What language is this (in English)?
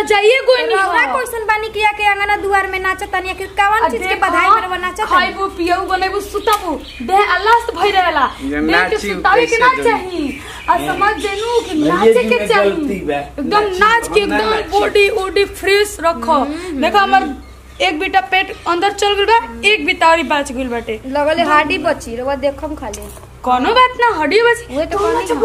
Bhojpuri